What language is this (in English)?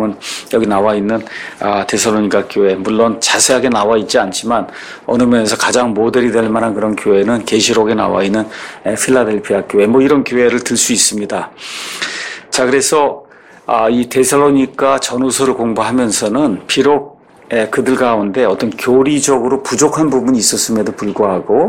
Korean